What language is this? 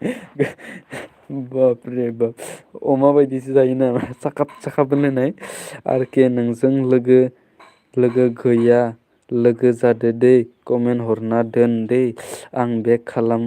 Bodo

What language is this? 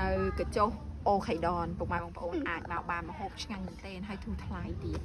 Khmer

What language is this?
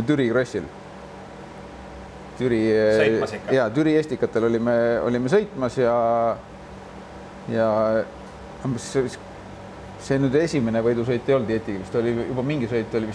Estonian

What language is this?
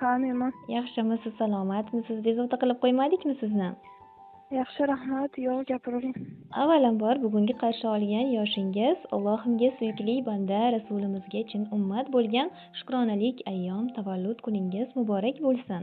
Uzbek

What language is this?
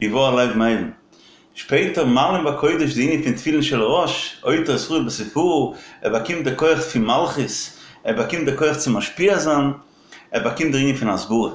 Yiddish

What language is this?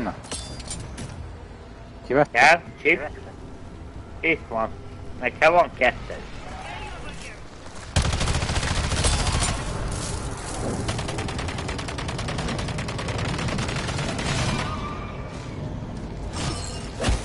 Hungarian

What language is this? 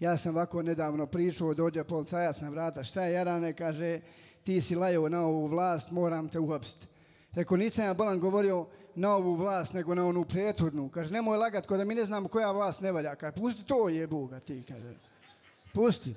Bosnian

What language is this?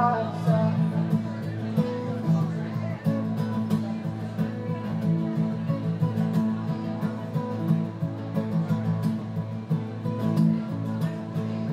English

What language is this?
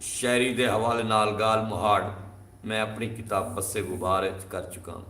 Saraiki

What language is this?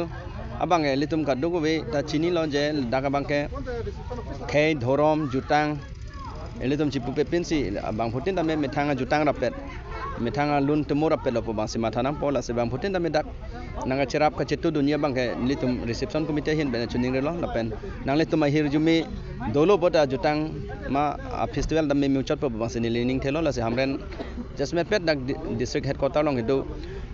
Karbi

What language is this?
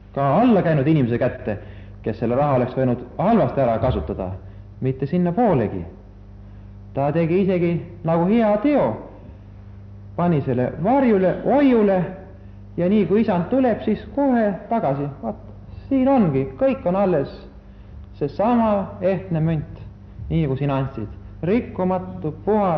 Estonian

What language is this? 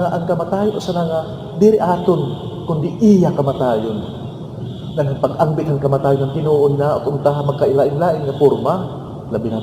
Waray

